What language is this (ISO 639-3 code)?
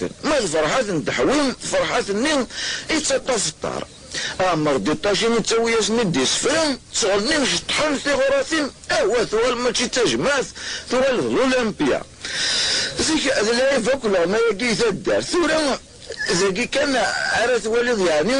kab